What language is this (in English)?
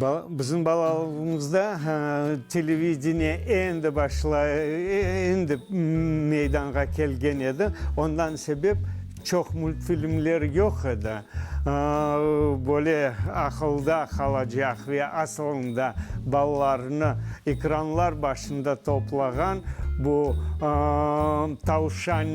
Crimean Tatar